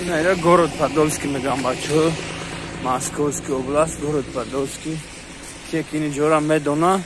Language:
Tajik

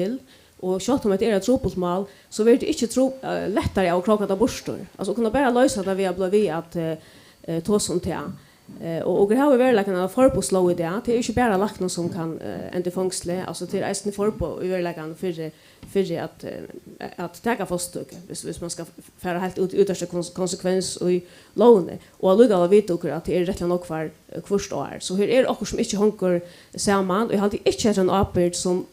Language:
Faroese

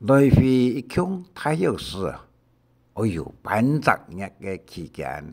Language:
Hakka Chinese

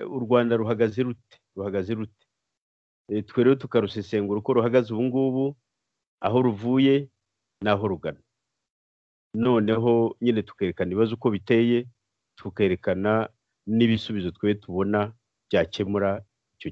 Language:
Kinyarwanda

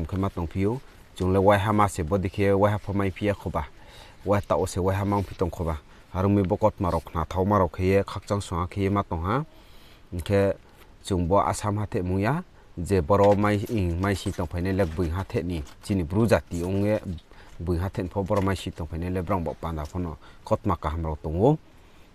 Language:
Riang (India)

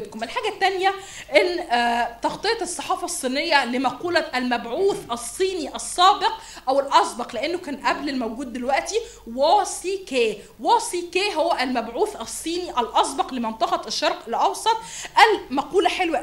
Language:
Egyptian Arabic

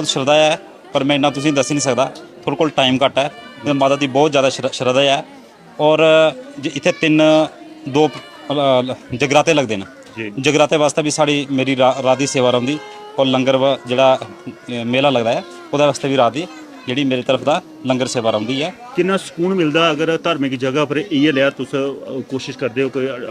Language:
Dogri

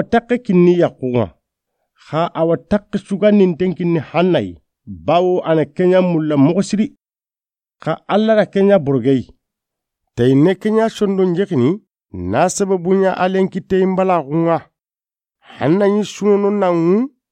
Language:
Soninke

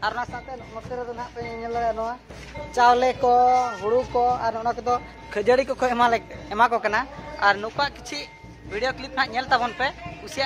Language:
Santali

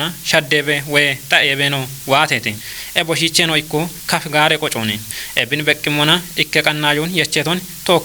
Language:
Kafa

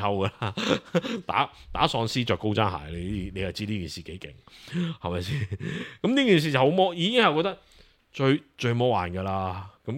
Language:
Cantonese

